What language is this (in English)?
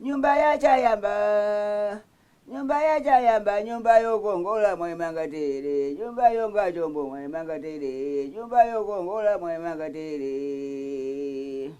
Nyanja